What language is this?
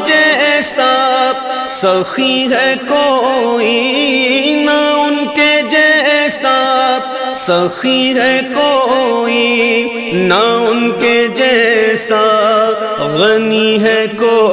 Urdu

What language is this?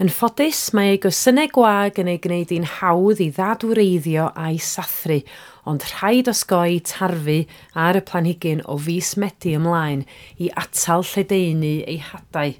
Welsh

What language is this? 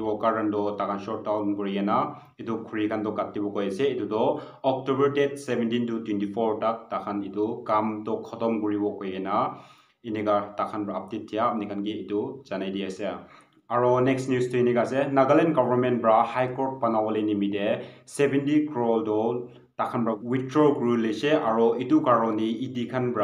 Naga Pidgin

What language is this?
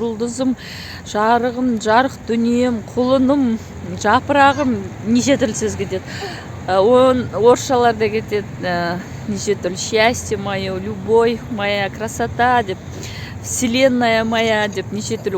Kazakh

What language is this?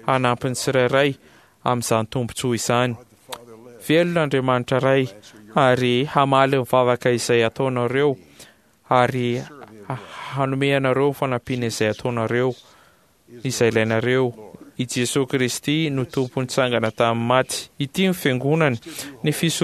Malagasy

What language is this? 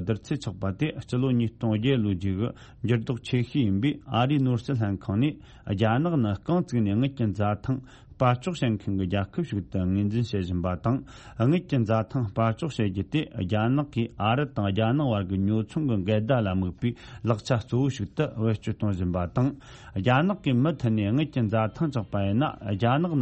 Tibetan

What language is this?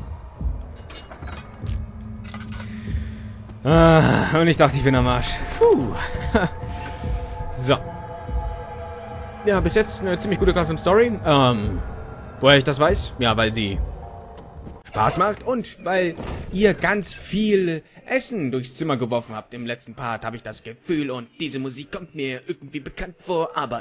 German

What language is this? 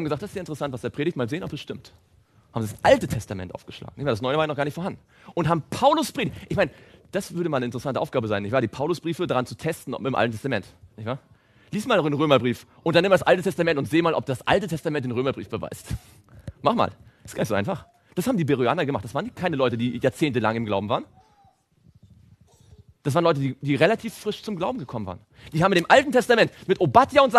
German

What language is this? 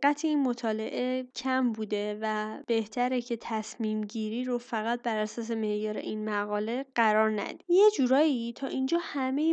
Persian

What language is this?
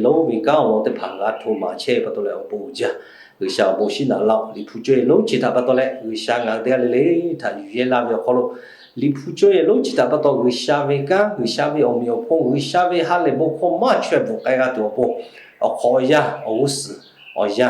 Lahu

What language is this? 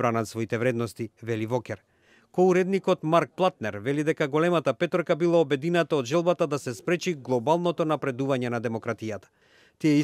Macedonian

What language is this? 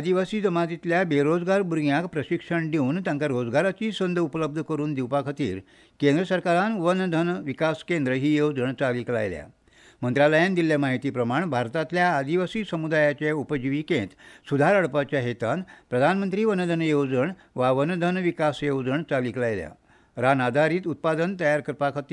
Konkani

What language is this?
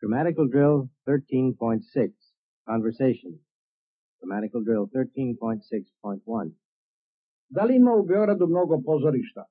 Serbian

